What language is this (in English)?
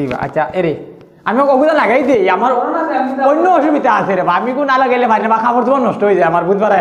Sylheti